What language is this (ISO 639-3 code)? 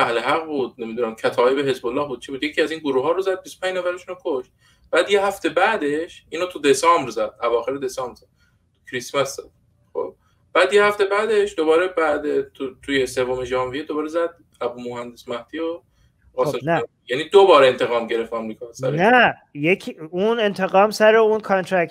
fas